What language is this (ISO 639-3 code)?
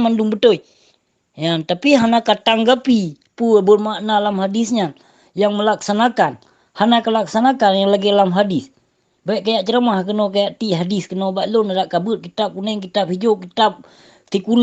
ace